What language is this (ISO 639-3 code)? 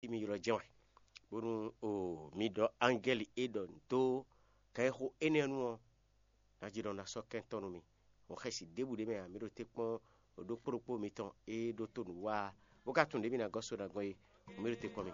fon